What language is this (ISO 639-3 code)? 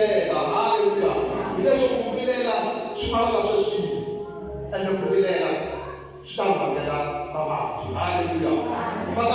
tso